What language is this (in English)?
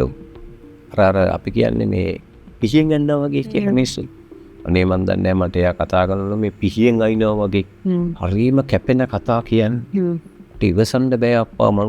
Sinhala